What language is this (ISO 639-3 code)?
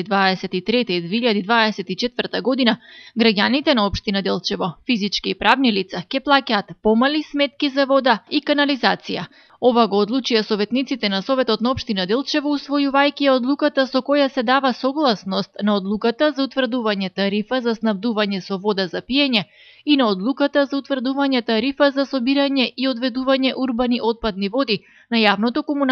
mkd